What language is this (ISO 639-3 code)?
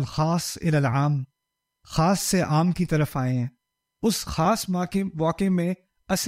urd